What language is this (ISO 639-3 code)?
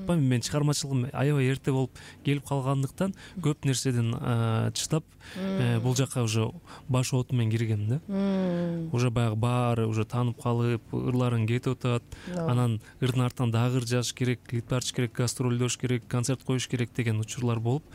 kir